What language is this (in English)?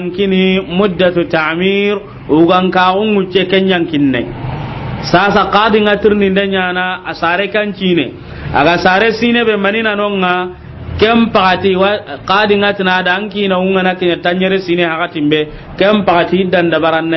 Soninke